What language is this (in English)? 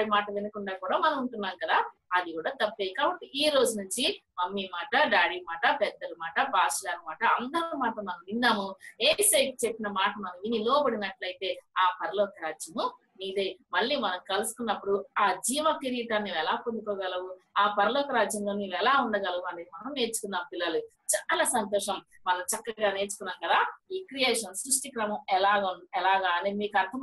Telugu